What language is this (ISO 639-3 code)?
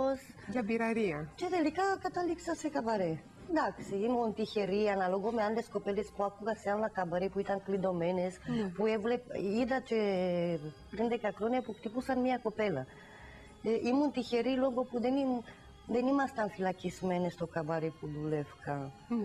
ell